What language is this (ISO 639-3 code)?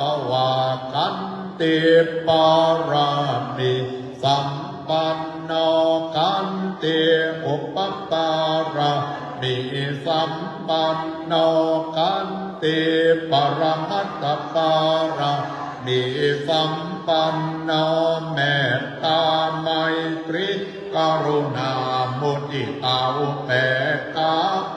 pli